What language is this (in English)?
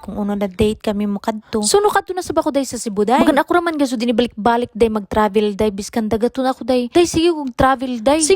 Cebuano